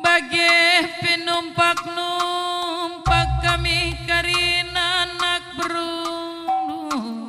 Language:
Batak Karo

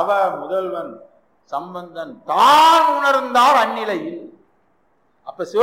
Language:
Tamil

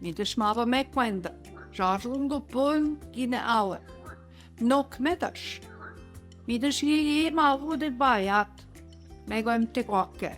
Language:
Central Ojibwa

